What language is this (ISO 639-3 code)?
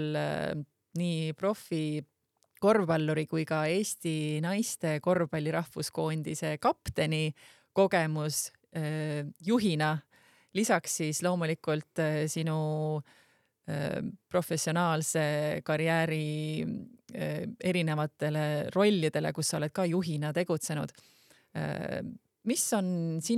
est